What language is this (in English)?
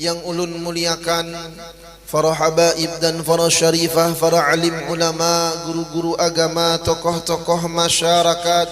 Banjar